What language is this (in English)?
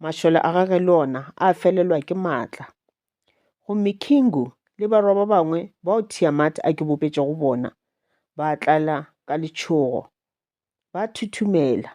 Northern Sotho